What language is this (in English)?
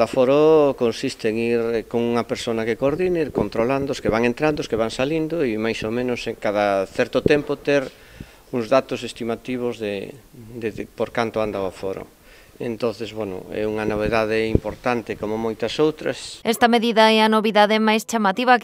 Galician